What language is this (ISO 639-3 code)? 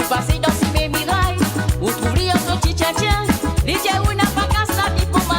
mfe